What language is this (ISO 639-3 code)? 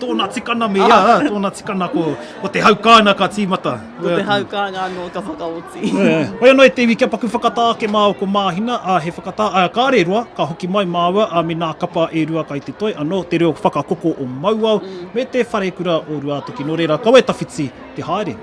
mri